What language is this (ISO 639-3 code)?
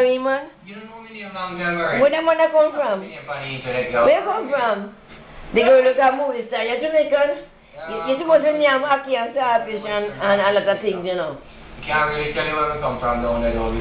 jam